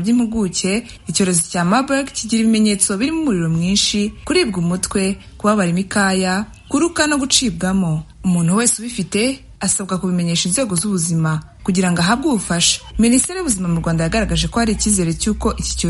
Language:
Kinyarwanda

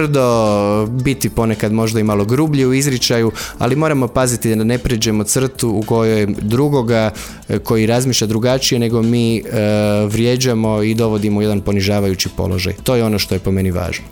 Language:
Croatian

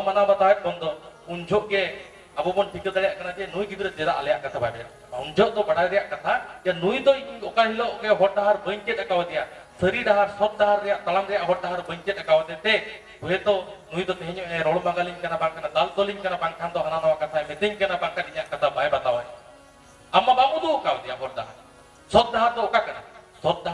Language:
Santali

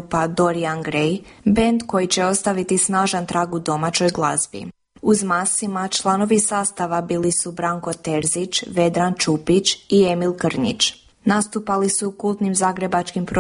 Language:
Croatian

